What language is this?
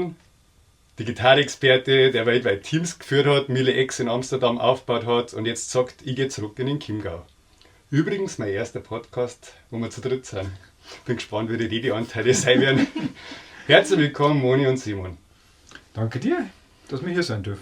Bavarian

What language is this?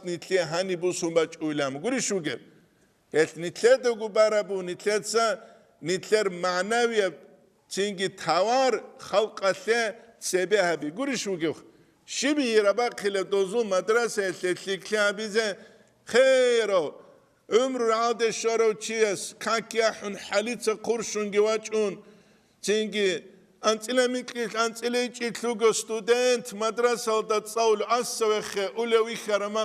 Avaric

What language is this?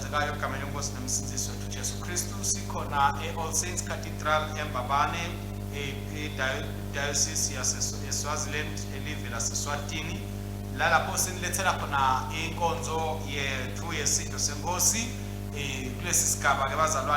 Swati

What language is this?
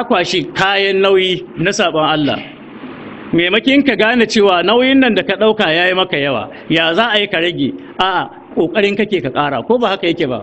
Hausa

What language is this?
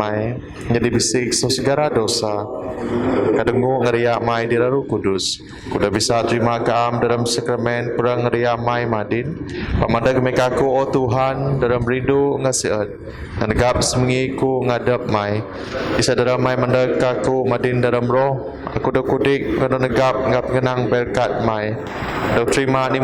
Biatah Bidayuh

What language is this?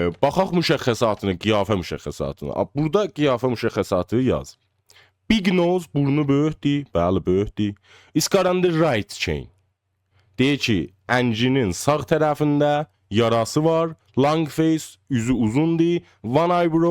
South Azerbaijani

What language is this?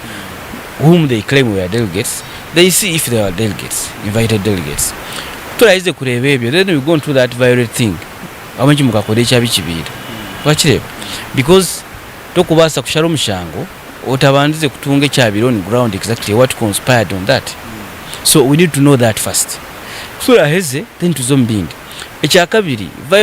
Nyankole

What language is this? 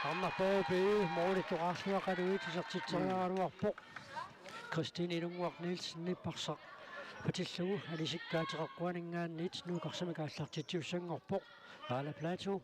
Kalaallisut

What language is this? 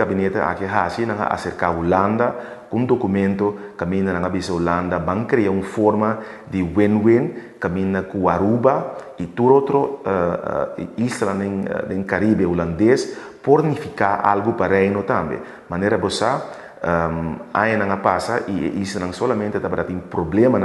Papiamento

